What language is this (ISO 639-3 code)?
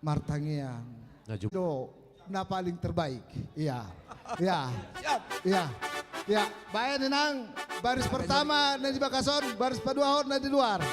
bbc